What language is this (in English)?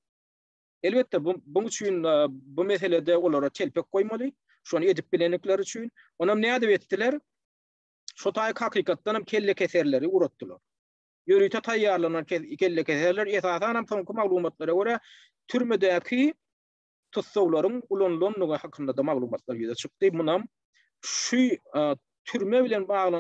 Turkmen